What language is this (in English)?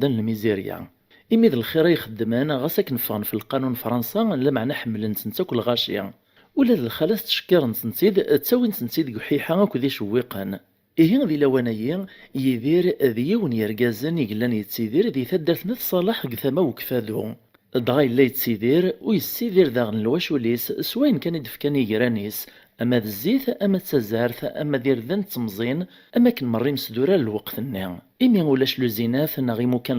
Kabyle